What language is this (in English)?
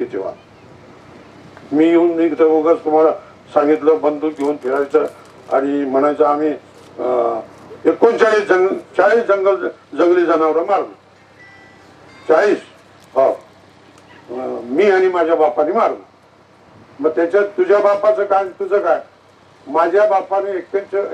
Marathi